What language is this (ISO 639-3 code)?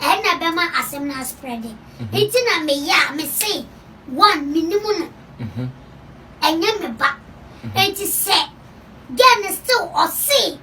aka